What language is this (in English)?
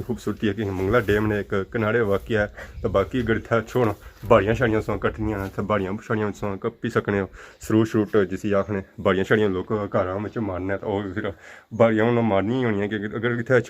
Pahari-Potwari